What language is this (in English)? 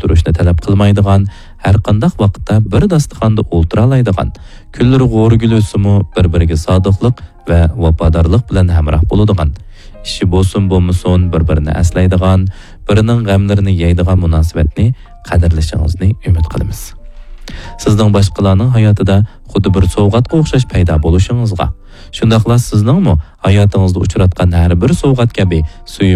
Uyghur